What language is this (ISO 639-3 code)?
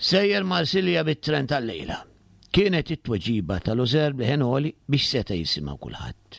mlt